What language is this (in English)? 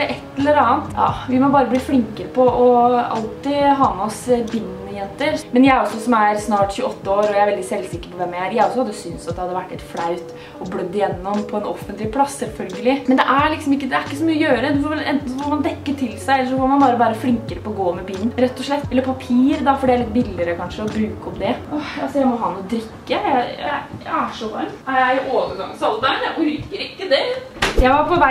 Norwegian